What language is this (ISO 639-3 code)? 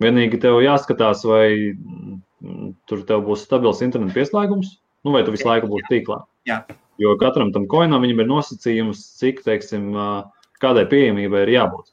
lav